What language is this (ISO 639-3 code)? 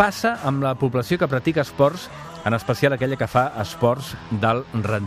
cat